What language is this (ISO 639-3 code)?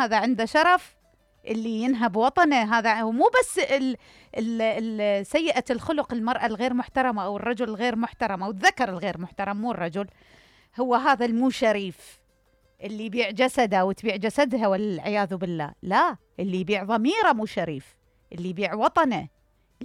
acm